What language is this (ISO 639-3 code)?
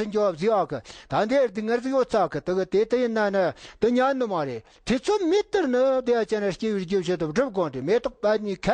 bod